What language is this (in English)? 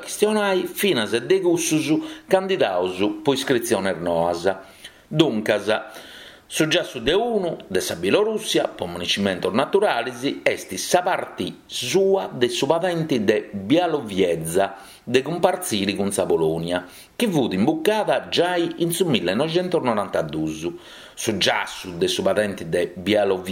Sardinian